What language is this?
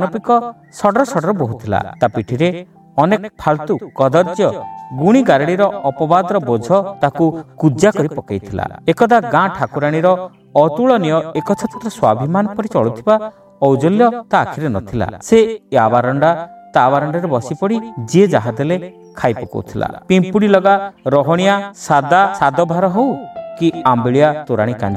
Odia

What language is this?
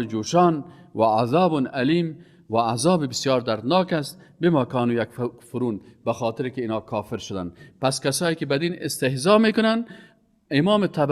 Persian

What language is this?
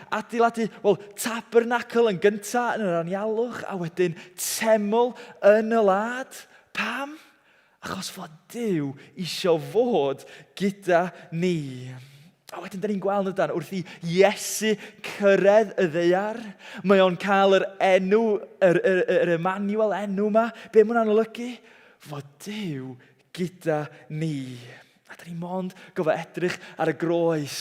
Welsh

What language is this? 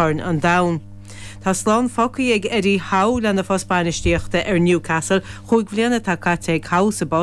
Irish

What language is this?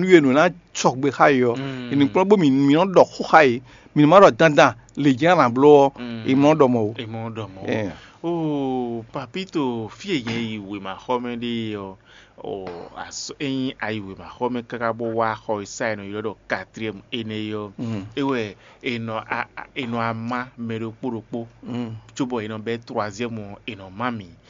Fon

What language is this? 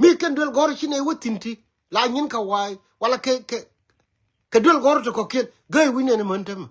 Nuer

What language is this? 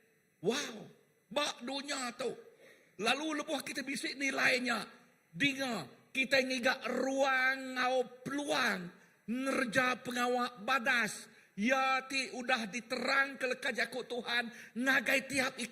Iban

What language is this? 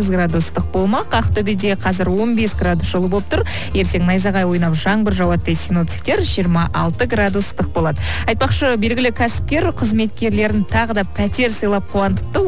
Kazakh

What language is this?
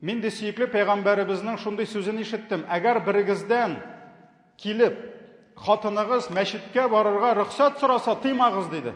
Tatar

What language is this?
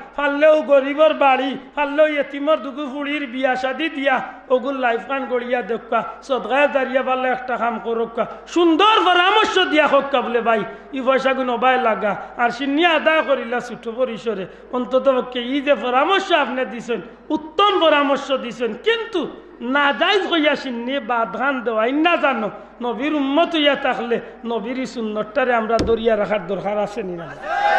Sylheti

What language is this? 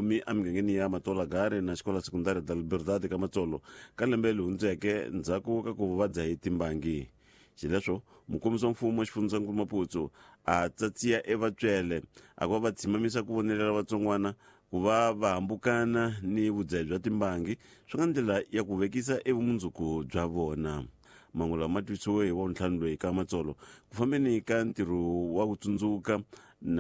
Tsonga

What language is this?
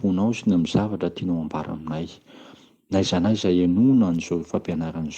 Malagasy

